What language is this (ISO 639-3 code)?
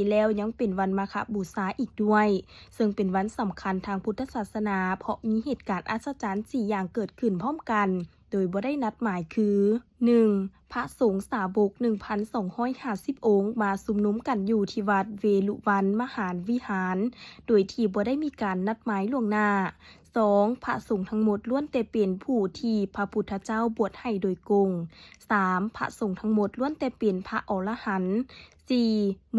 lao